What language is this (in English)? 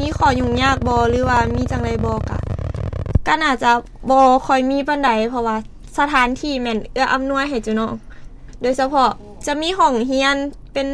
Lao